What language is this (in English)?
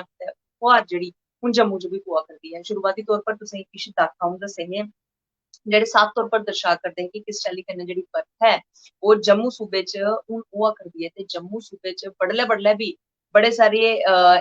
Dogri